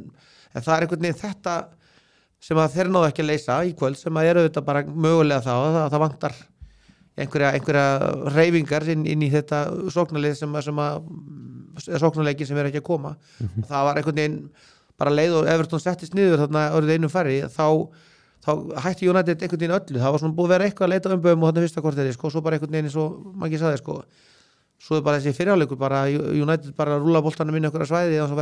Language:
Icelandic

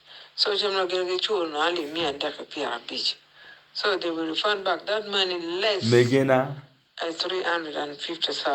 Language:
Acoli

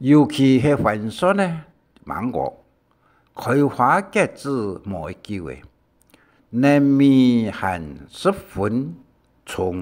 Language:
Hakka Chinese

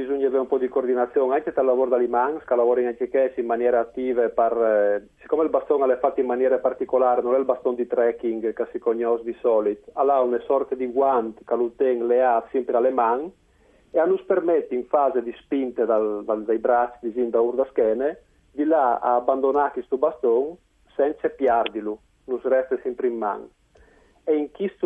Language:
Friulian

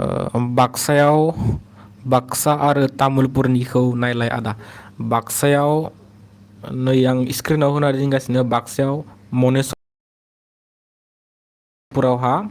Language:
Bodo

